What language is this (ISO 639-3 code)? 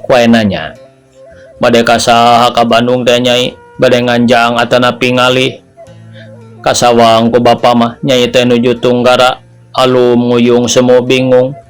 sun